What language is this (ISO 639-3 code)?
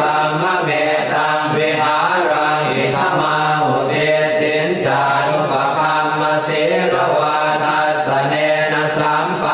pli